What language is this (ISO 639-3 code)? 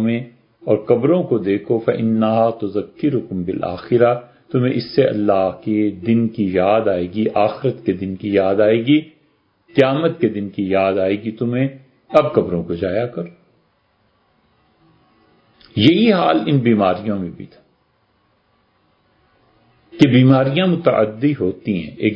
urd